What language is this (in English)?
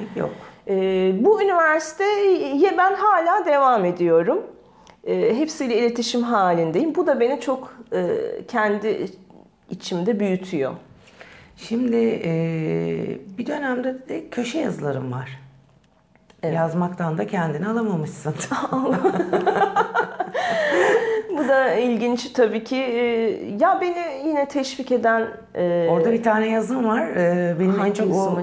Turkish